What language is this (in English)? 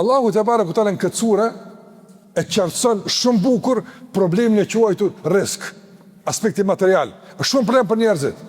Albanian